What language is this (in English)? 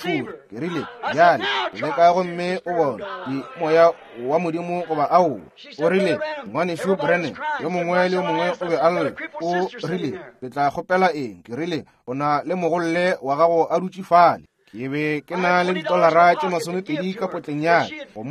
Northern Sotho